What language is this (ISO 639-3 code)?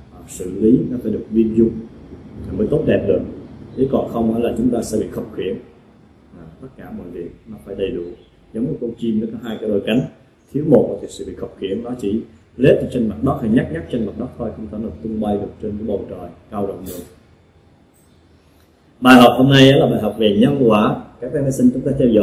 vie